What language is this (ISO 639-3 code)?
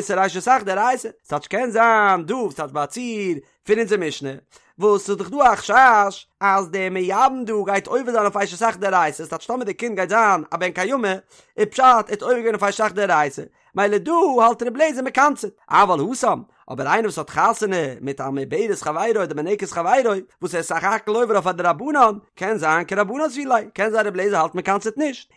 yid